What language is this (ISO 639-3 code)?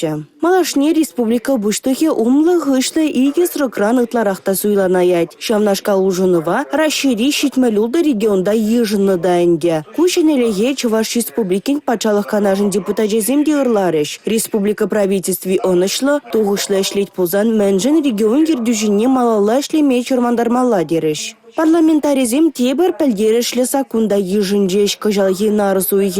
chv